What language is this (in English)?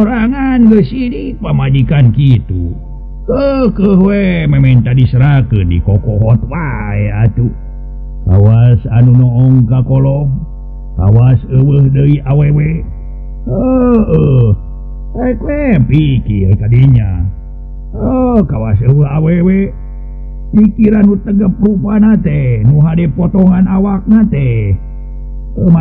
Sundanese